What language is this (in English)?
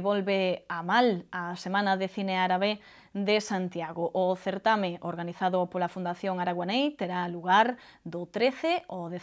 Galician